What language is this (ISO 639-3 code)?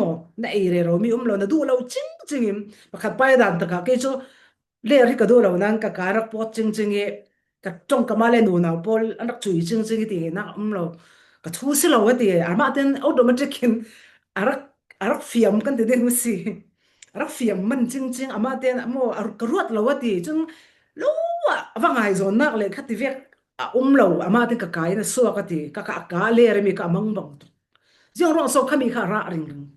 cfm